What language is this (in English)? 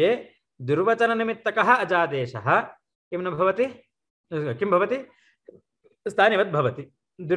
Sanskrit